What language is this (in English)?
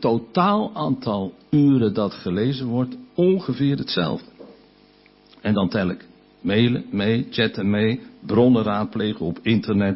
Dutch